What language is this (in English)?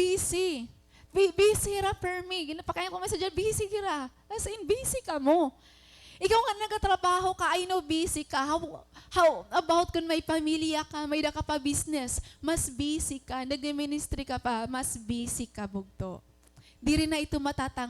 Waray